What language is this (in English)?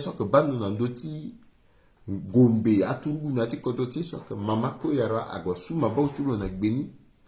Sango